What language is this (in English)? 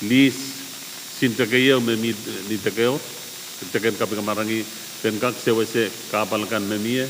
Pohnpeian